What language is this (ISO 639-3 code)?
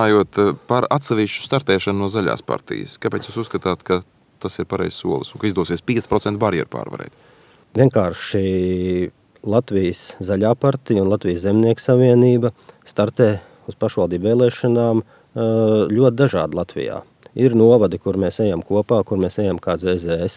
lav